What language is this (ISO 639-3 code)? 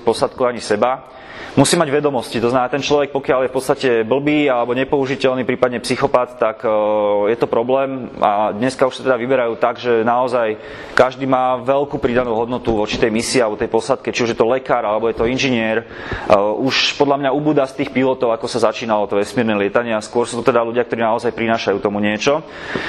slk